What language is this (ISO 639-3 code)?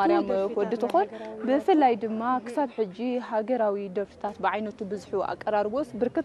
tir